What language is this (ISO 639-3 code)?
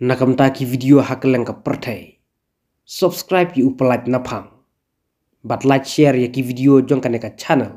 kha